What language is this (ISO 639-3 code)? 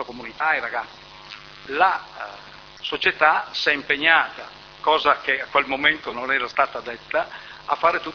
ita